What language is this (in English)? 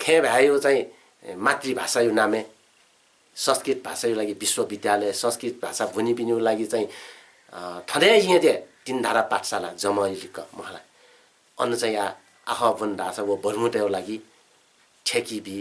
Newari